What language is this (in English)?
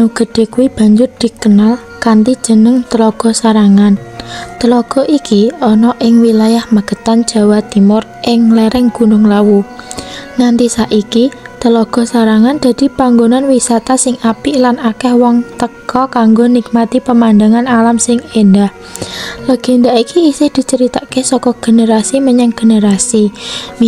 Javanese